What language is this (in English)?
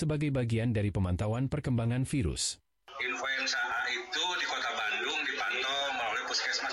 Indonesian